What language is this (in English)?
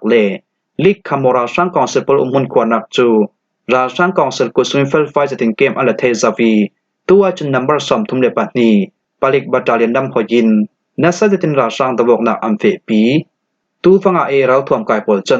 Falam Chin